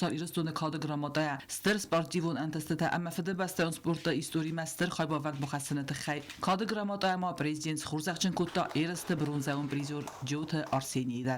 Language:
Ossetic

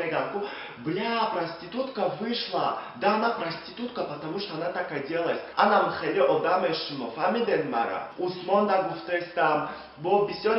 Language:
Tajik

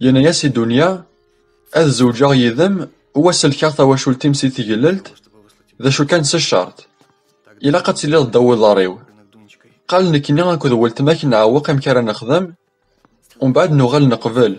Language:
Kabyle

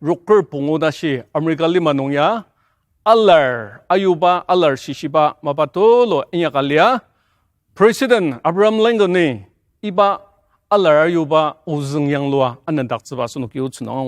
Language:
Ao Naga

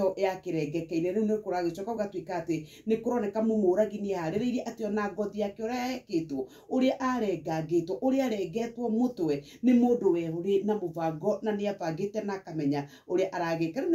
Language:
Kikuyu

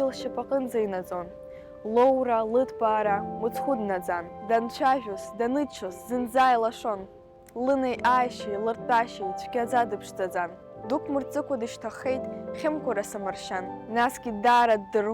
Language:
Abkhazian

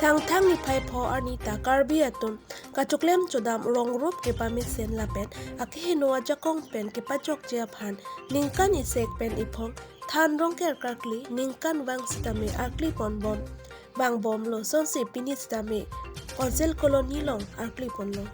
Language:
Karbi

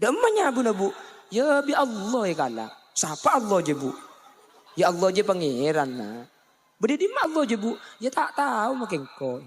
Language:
Madurese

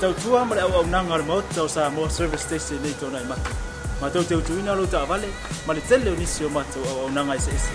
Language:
Samoan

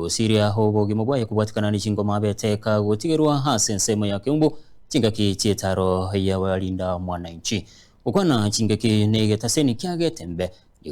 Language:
Gusii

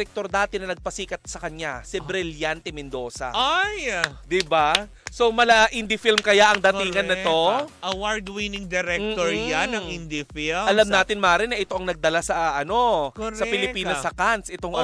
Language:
Filipino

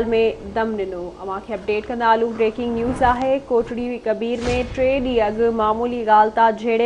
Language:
Sindhi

